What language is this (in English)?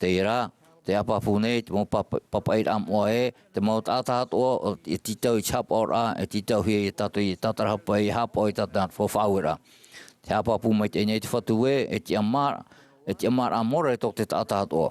Tahitian